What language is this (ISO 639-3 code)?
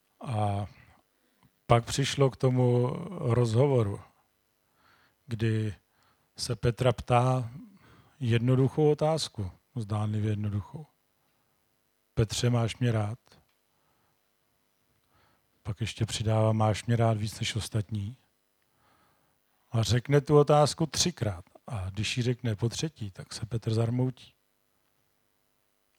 ces